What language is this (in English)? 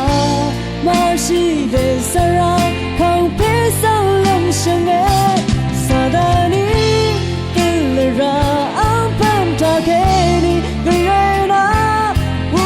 Rawang